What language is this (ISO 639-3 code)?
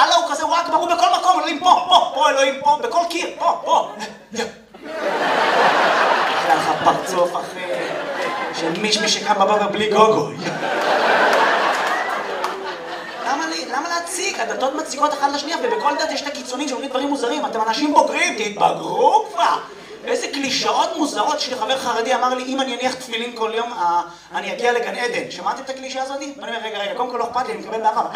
heb